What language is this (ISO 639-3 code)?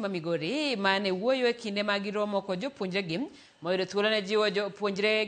luo